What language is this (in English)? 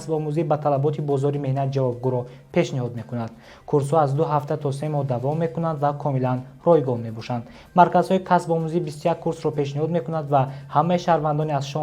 Tajik